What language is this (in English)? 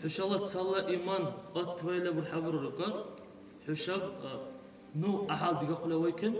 Dargwa